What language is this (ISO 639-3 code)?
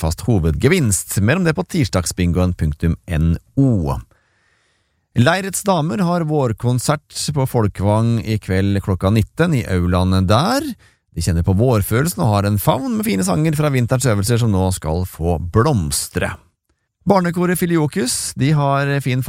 nor